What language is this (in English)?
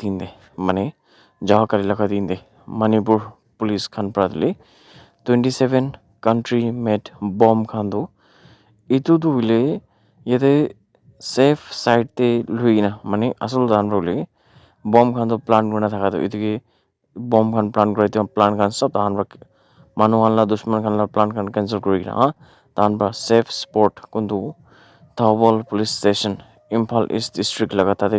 Naga Pidgin